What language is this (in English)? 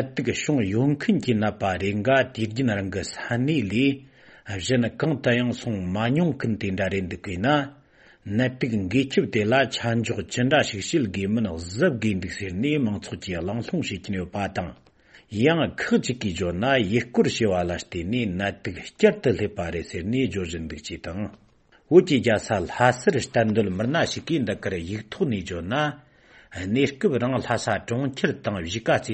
Tibetan